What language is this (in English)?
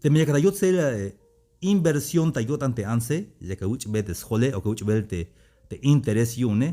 Tzeltal